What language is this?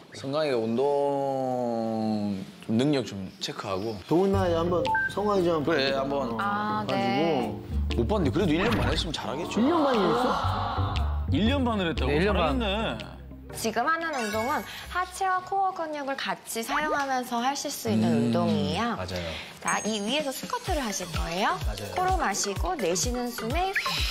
Korean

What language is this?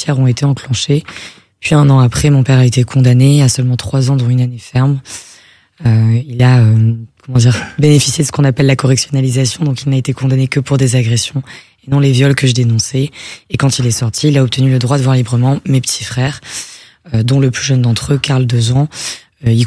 French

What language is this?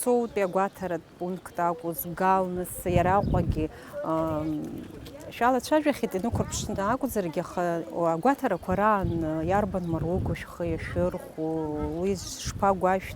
Abkhazian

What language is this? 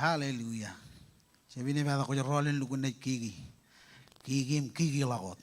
Marshallese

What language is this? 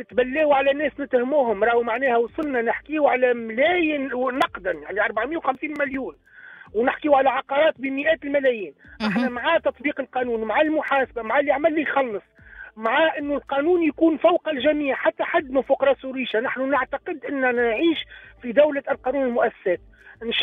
Tunisian Arabic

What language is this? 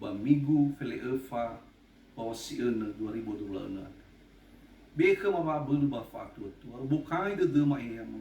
Nias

